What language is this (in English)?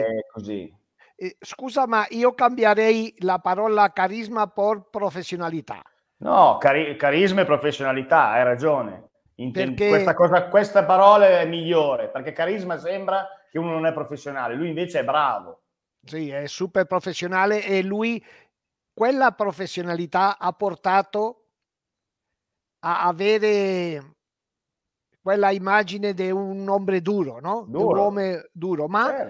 Italian